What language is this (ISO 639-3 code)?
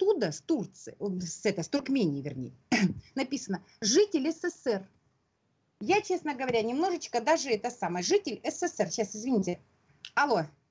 rus